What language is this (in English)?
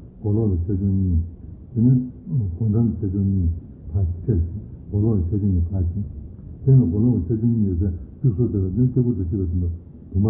Tibetan